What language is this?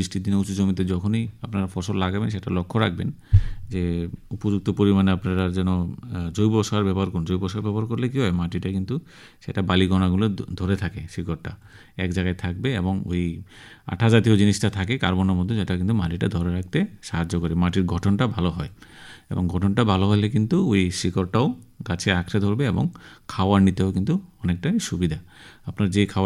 Bangla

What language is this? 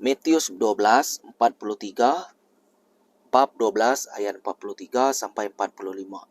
Iban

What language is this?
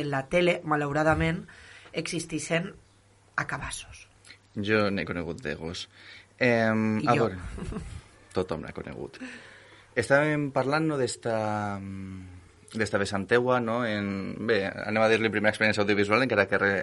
Catalan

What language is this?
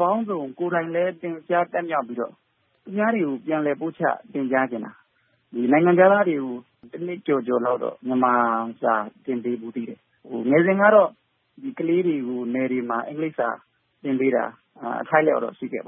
Burmese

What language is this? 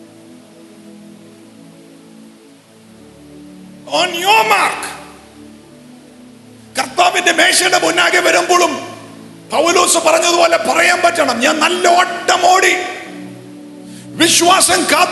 Malayalam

